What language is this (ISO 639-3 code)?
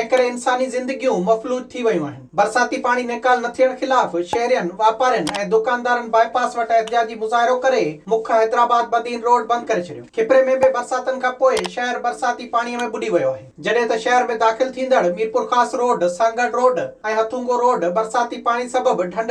snd